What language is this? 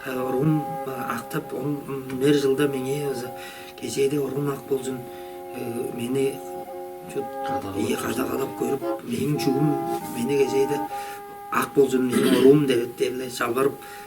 Tuvinian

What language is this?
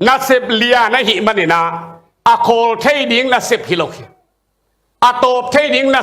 Tedim Chin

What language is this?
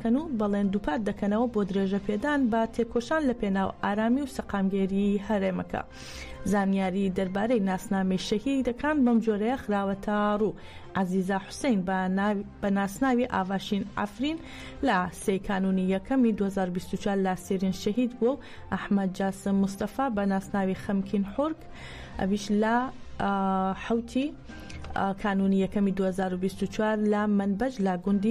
Central Kurdish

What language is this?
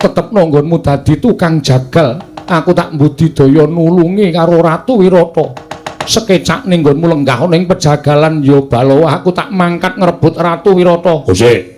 Javanese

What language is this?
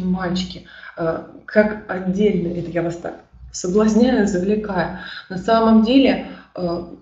Russian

